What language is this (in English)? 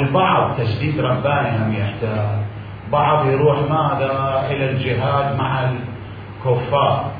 Mesopotamian Arabic